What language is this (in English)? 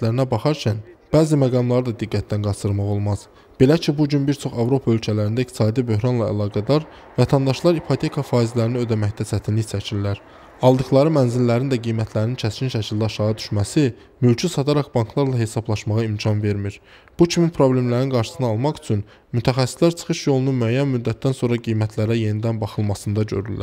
Azerbaijani